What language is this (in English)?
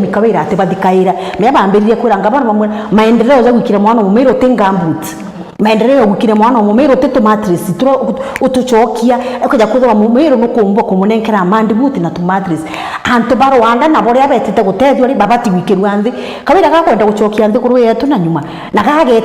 Meru